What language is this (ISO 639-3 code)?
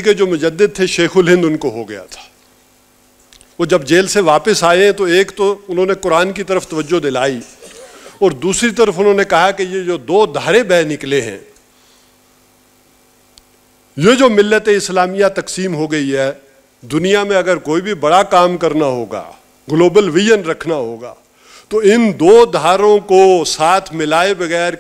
urd